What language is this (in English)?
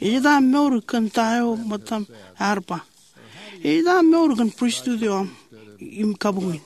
Marshallese